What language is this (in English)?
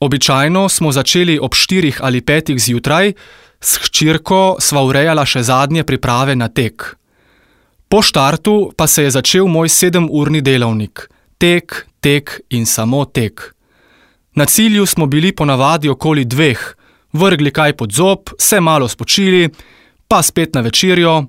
Slovenian